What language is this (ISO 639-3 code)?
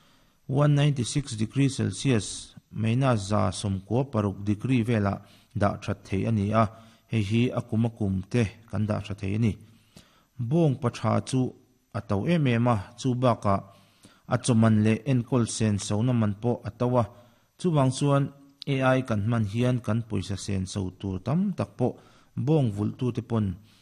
lus